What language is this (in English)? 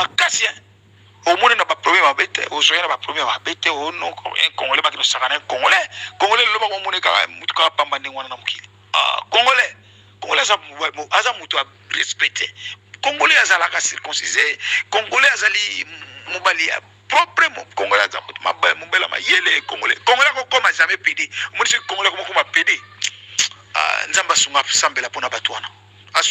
Lingala